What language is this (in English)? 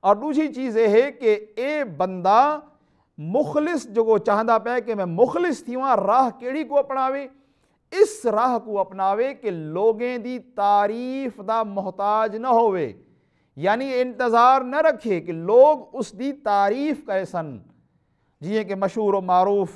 Saraiki